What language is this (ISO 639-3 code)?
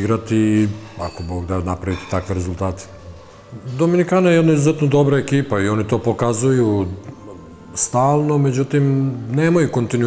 srp